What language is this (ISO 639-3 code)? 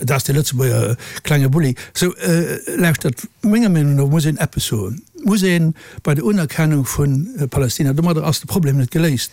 ltz